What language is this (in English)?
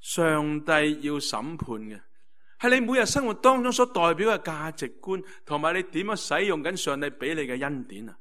Cantonese